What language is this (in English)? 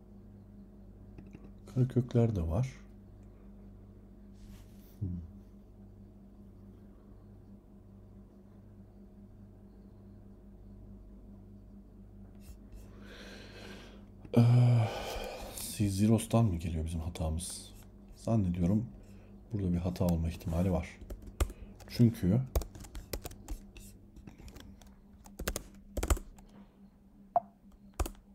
Turkish